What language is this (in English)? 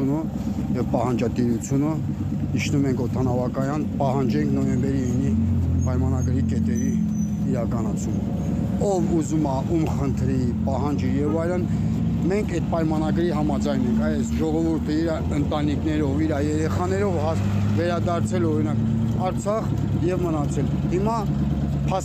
Armenian